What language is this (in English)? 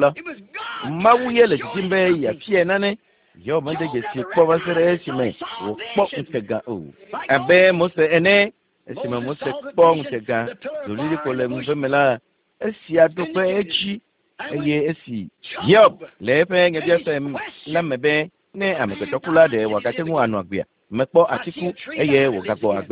Ewe